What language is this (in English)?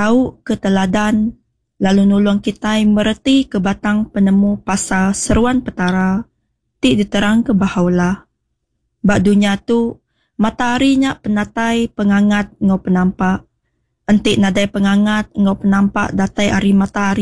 Iban